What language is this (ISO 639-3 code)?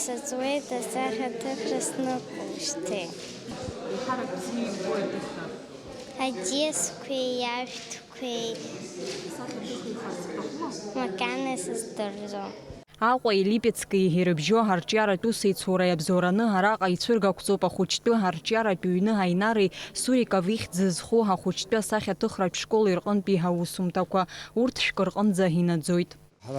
abk